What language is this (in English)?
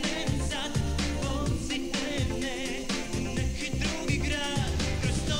Croatian